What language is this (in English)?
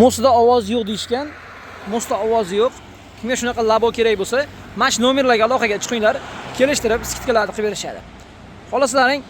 Uzbek